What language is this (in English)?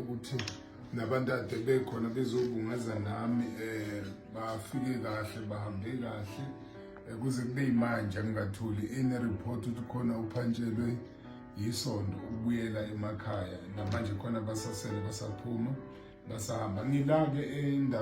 Zulu